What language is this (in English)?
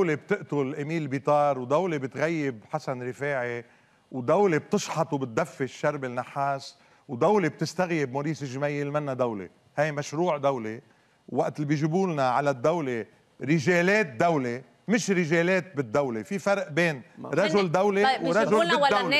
North Levantine Arabic